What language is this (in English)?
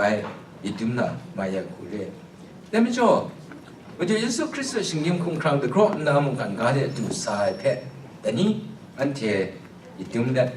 Kachin